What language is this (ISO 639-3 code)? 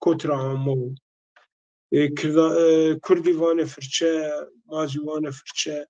zza